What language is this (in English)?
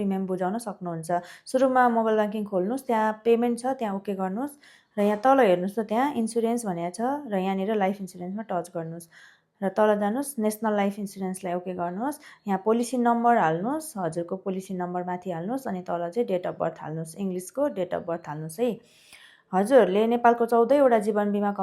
Nepali